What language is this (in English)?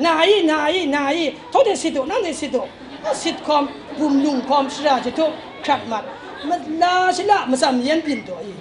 Kachin